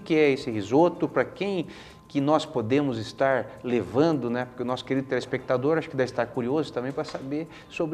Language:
Portuguese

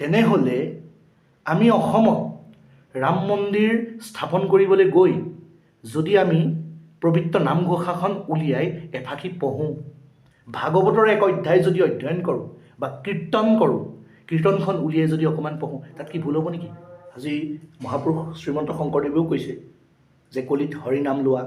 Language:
Assamese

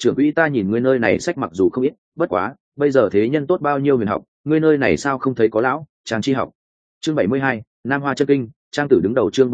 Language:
Vietnamese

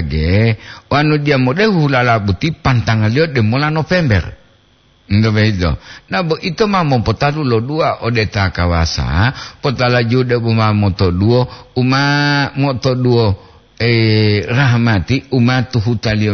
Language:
Gorontalo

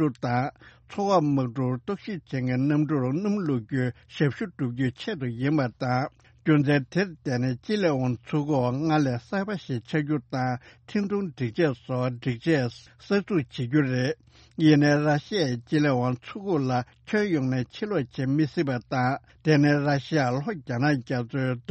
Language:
Tibetan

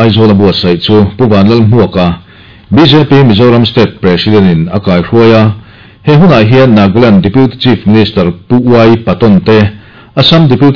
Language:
Mizo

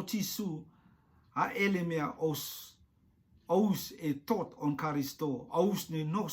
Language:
Rotuman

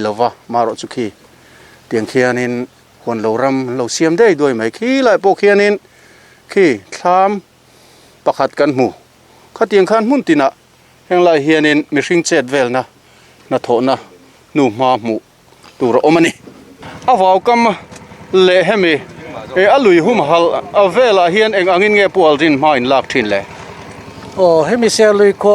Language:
Mizo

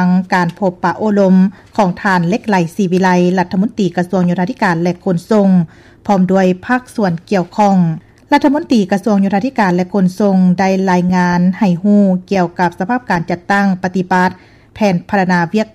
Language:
Lao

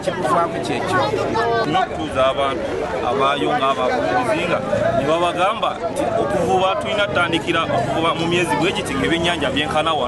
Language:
Ganda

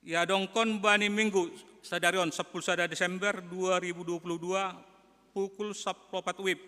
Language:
Batak Simalungun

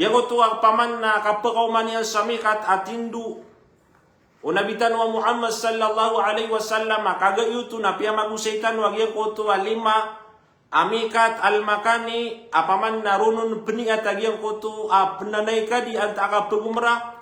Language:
Maranao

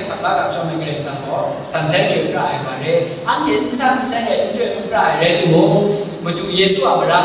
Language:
Kachin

